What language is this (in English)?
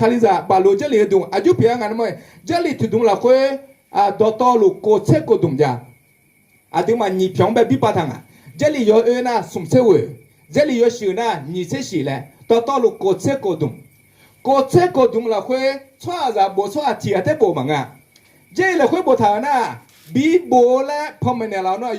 Akha